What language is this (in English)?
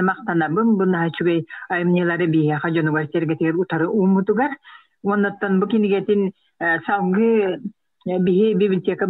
Yakut